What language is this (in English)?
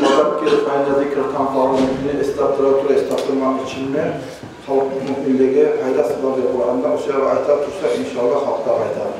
Kumyk